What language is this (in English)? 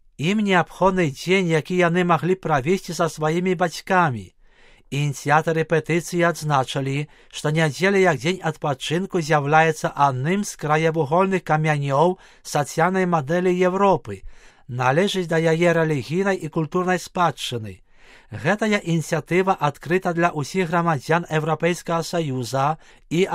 Belarusian